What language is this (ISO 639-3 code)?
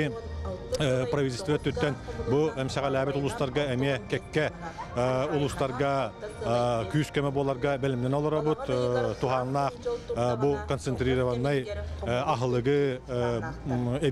sah